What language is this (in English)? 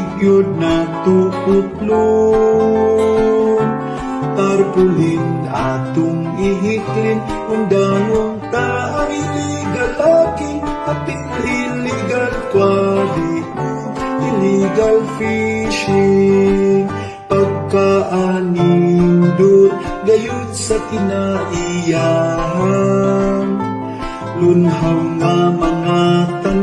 Cebuano